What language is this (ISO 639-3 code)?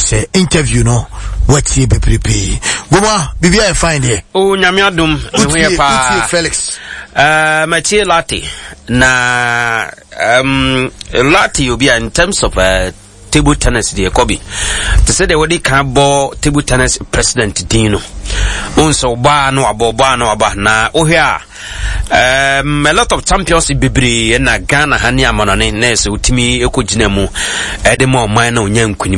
aka